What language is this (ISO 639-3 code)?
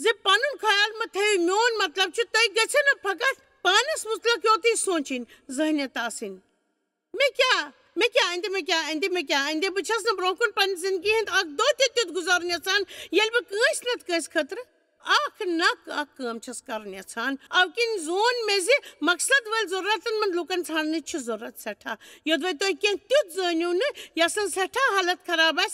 kas